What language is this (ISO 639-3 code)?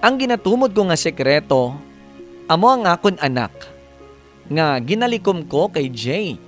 hil